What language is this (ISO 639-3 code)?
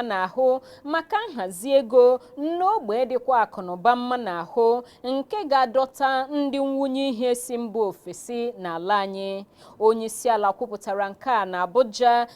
ibo